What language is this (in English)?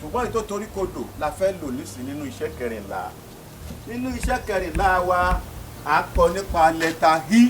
Yoruba